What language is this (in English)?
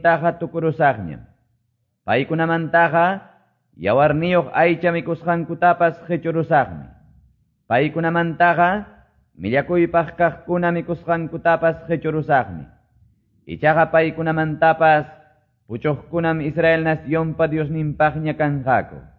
Quechua